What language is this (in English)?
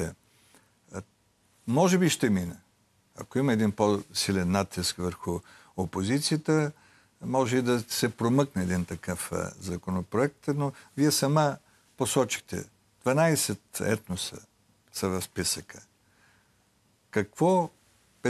Bulgarian